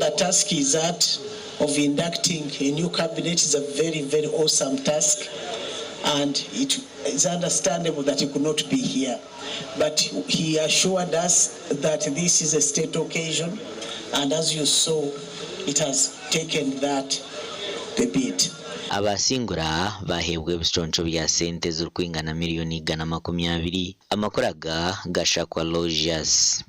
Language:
Nyankole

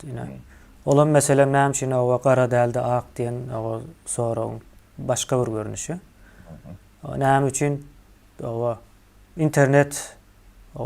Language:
Turkmen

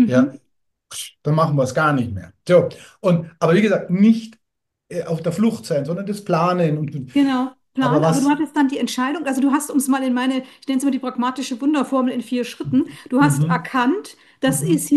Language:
German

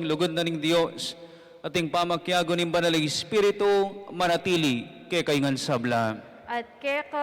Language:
Pampanga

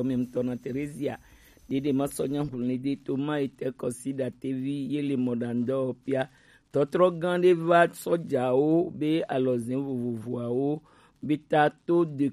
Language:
Gen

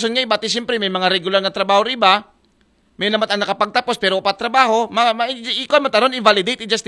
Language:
Aklanon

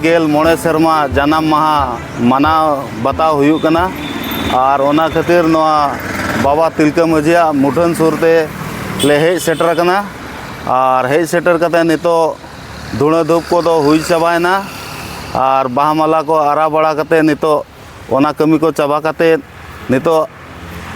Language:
Santali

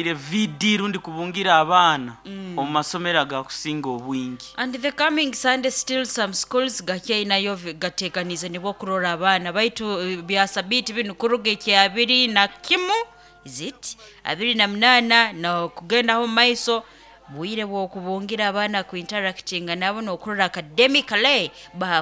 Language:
Nyoro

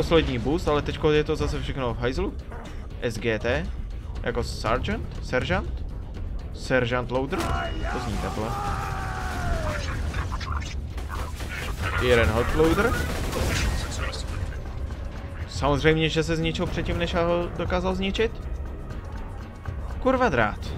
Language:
Czech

